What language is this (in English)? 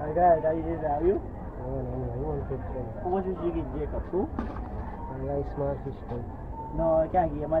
Jamaican Creole English